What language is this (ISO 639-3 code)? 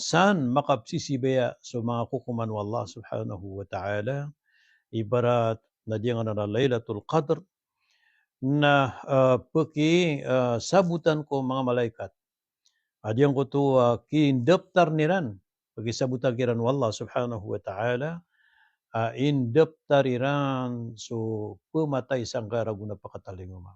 mrw